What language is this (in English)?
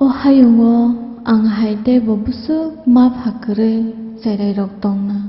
Kok Borok